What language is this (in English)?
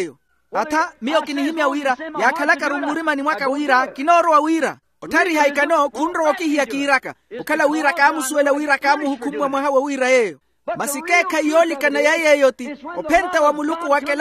Makhuwa